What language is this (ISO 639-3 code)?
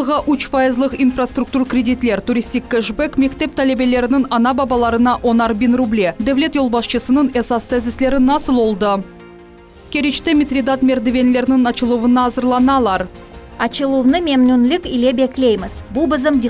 crh